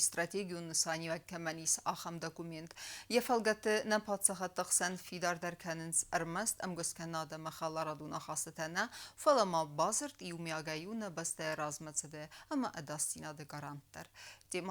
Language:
Ossetic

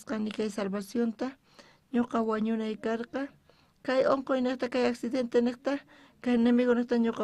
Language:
South Bolivian Quechua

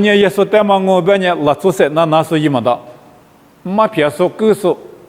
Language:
Lisu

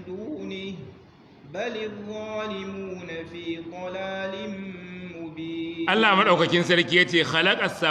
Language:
Hausa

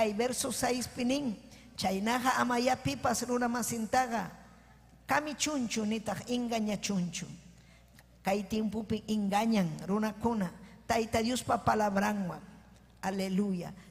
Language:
Ayacucho Quechua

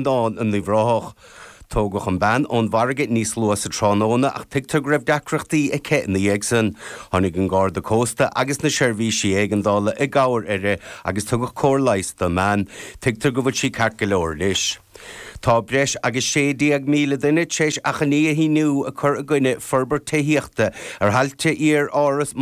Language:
Irish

